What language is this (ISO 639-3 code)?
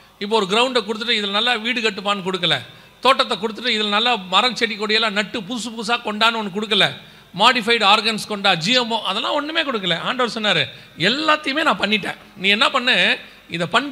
tam